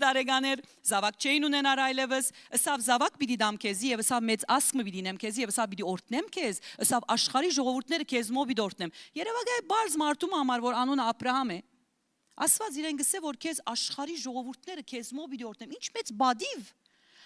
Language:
Western Armenian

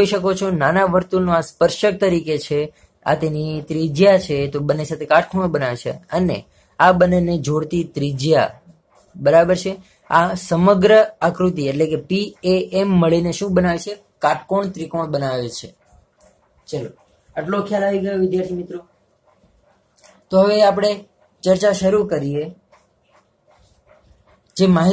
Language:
Gujarati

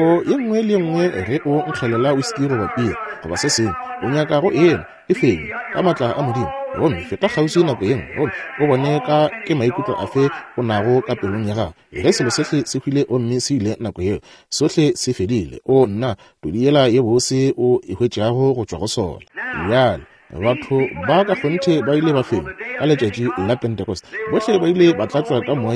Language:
Northern Sotho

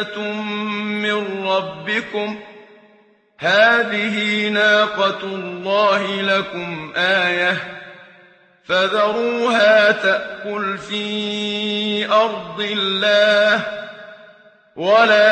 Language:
Arabic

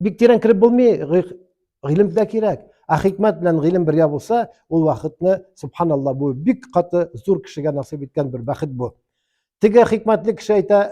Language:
Tatar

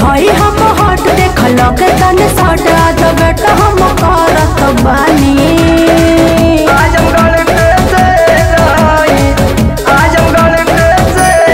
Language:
Bhojpuri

